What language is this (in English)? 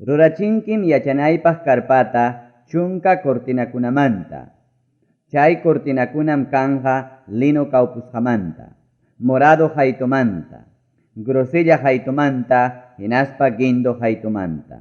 Ayacucho Quechua